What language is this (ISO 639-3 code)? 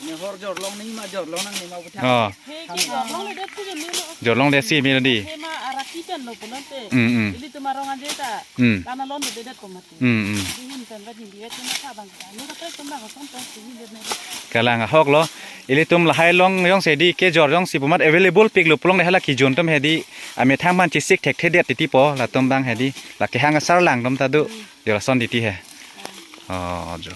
mjw